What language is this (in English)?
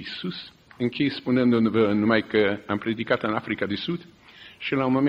Romanian